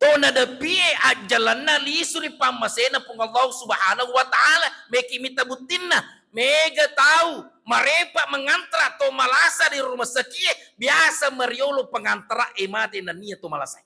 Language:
Buginese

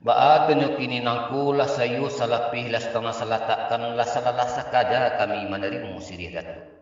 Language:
Minangkabau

